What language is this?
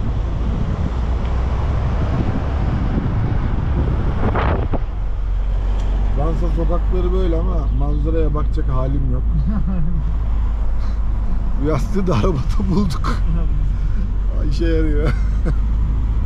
Turkish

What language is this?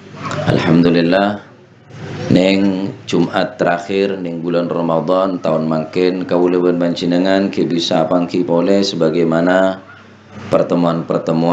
Madurese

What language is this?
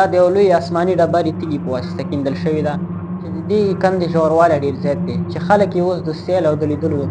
Pashto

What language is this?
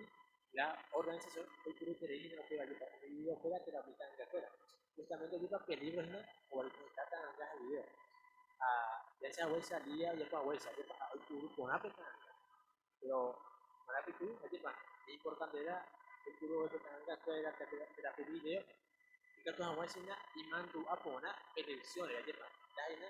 Guarani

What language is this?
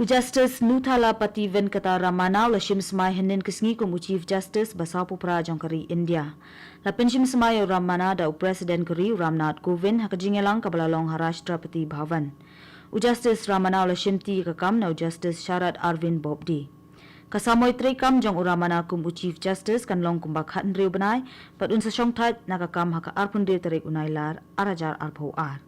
Khasi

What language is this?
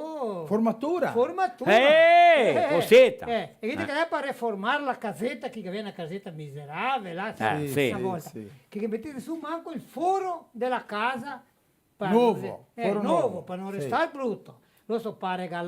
Venetian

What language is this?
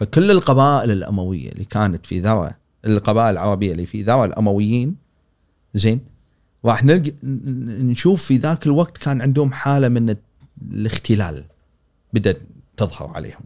Gulf Arabic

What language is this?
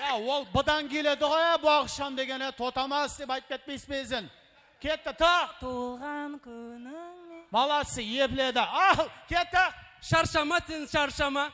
Kara-Kalpak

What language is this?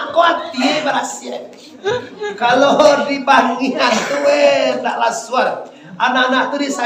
Minangkabau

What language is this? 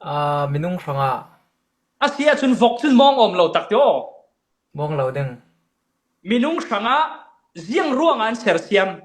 Falam Chin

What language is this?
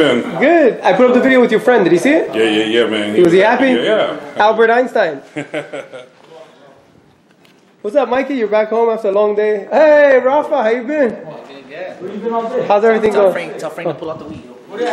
English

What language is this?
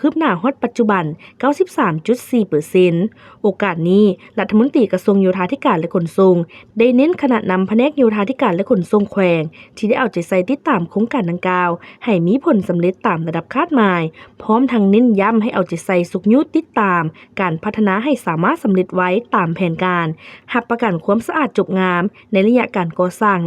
Lao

